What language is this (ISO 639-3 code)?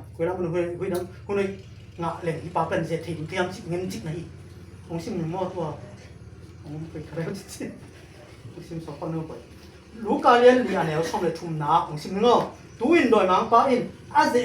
ctd